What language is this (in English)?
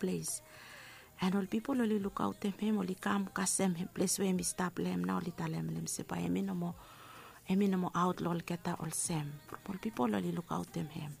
Bislama